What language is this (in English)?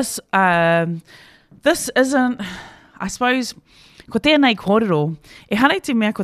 Māori